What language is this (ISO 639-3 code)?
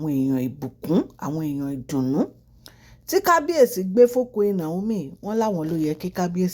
yor